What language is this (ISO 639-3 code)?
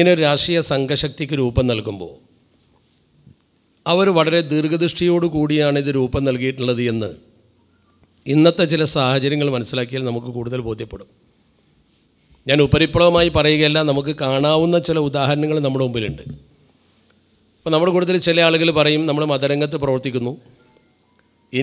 mal